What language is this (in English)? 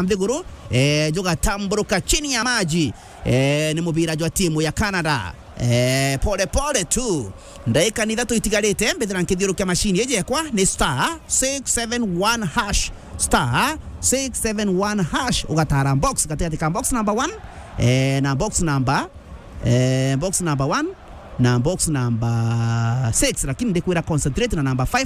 Meru